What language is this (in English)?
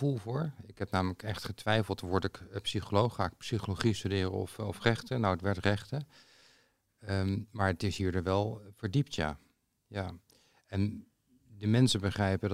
Dutch